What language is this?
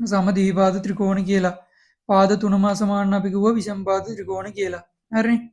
Sinhala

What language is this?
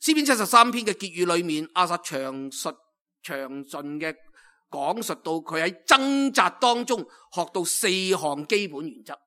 Cantonese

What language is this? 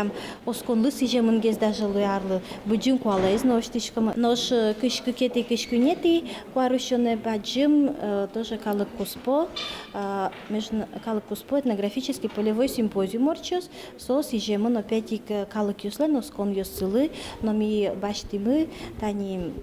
Udmurt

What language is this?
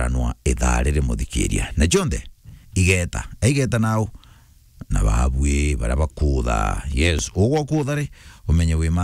Meru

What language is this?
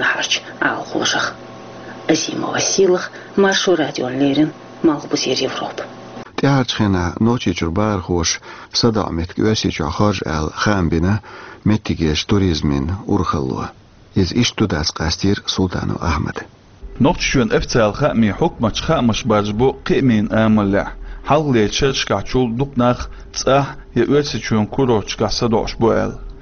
Chechen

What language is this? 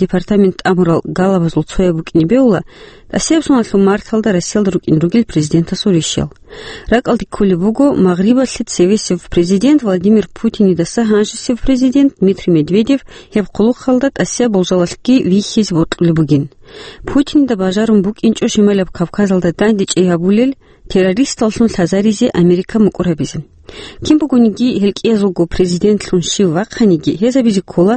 Avaric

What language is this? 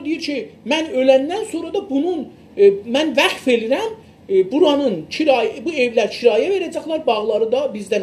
South Azerbaijani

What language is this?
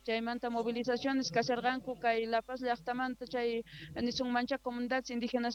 Quechua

